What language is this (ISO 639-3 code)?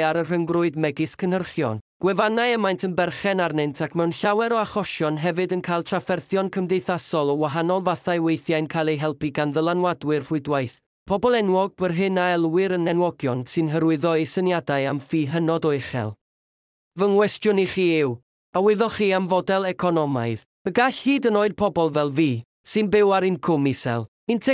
cym